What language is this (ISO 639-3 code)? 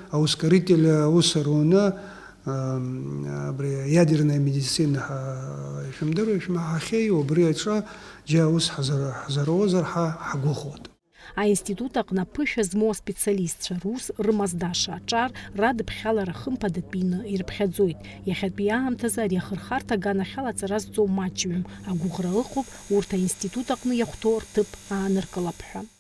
abk